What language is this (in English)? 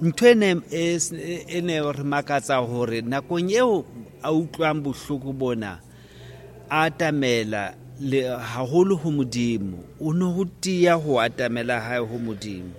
Southern Sotho